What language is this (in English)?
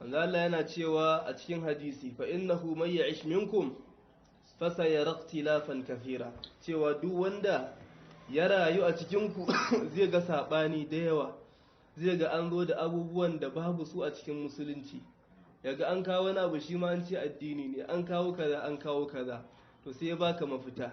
Hausa